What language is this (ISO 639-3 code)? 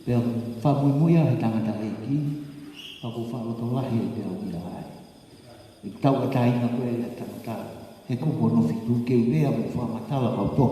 ton